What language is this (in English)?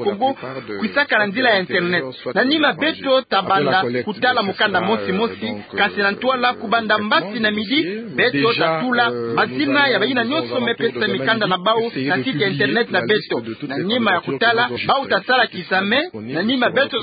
Kituba (Democratic Republic of Congo)